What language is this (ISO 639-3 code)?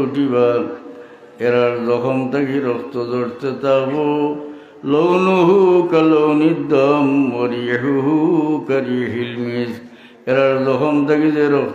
syl